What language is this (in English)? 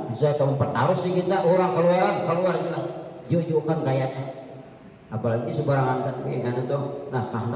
Banjar